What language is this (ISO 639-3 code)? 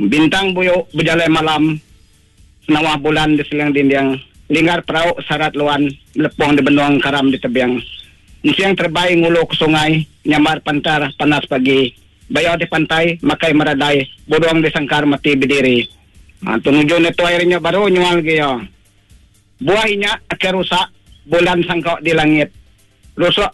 iba